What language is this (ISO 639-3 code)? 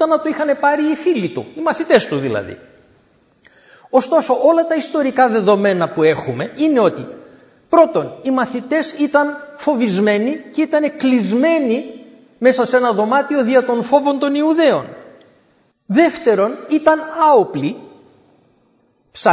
ell